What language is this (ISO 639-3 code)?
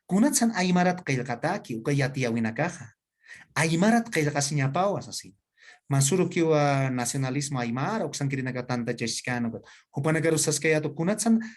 aym